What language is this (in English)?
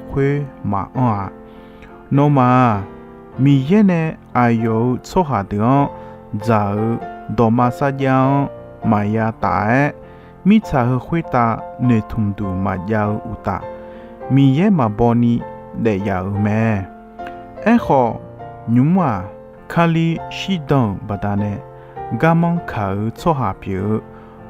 Akha